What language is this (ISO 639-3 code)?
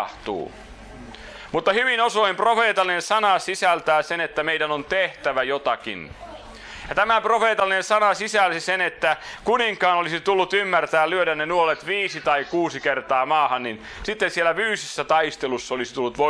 fin